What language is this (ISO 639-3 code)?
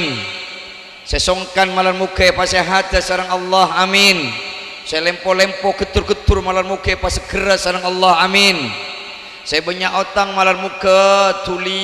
mad